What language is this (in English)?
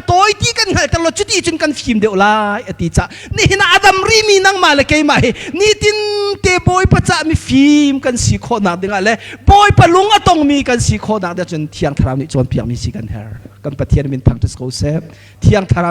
Hakha Chin